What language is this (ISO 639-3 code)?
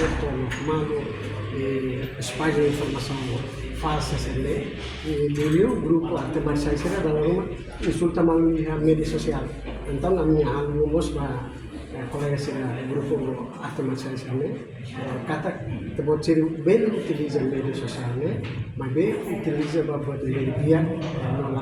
tet